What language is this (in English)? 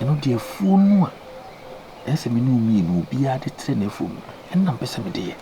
Akan